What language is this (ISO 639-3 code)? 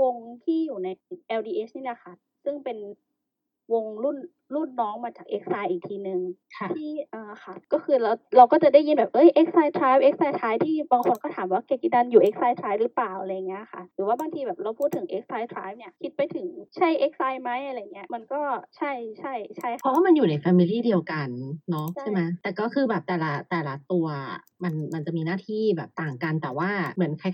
tha